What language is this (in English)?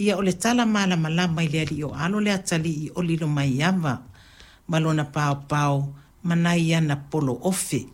Samoan